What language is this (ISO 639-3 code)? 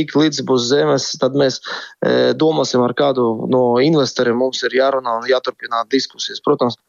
lav